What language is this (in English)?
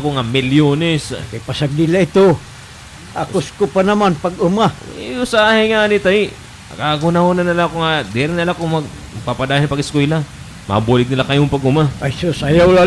Waray